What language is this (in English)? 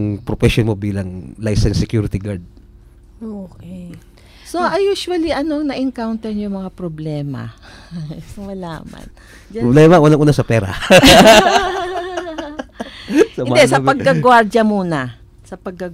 Filipino